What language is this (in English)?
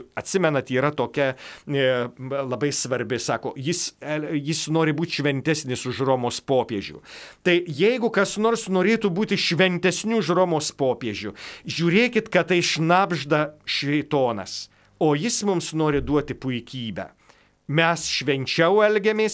Lithuanian